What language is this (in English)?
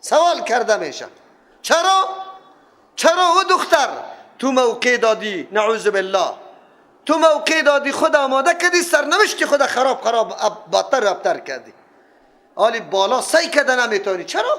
Persian